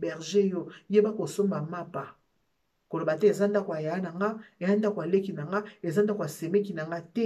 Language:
Lingala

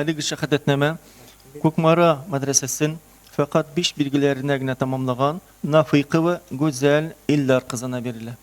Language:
Tatar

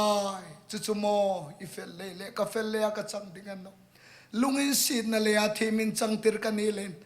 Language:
Hmar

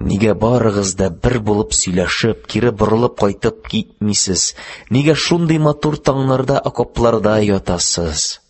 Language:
Tatar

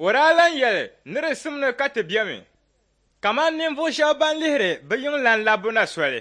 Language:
Dagbani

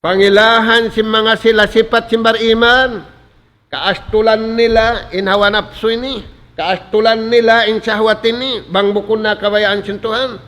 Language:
Tausug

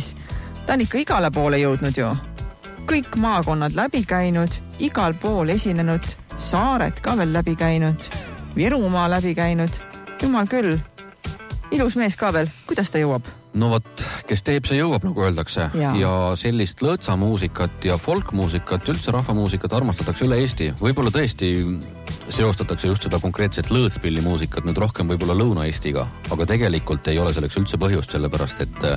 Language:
Estonian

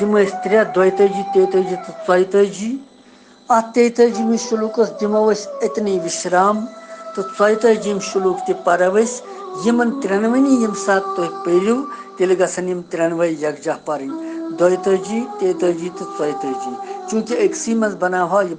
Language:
Kashmiri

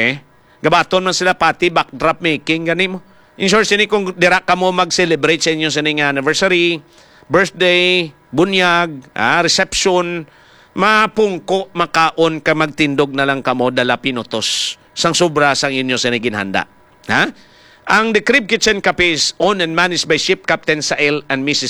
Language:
Hiligaynon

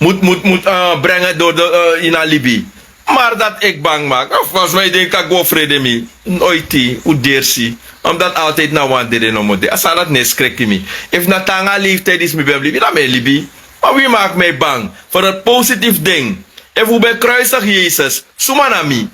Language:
Sranan Tongo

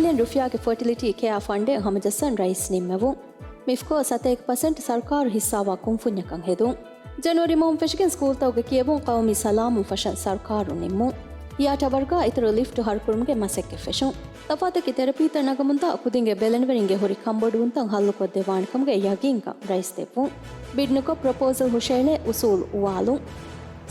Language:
Divehi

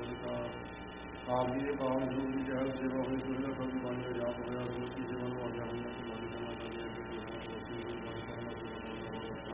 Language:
Punjabi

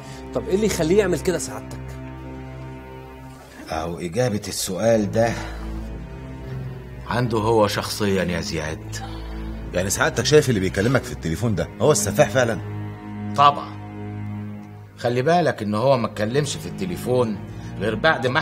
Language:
Egyptian Arabic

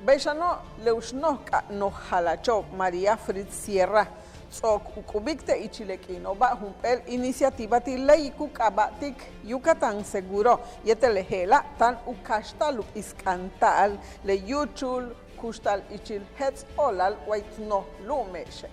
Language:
Yucateco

